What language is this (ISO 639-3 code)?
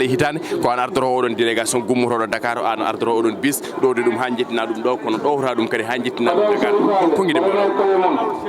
ful